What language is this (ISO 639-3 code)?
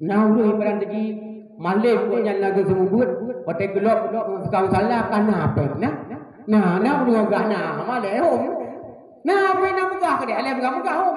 ace